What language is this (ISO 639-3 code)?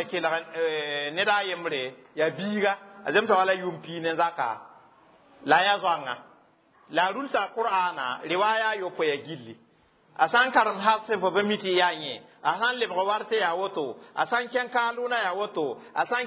mos